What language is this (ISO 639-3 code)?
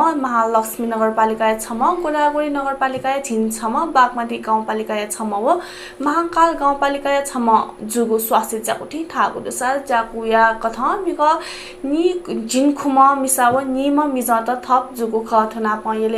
new